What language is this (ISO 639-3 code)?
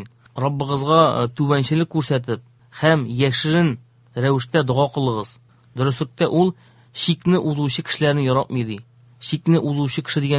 tat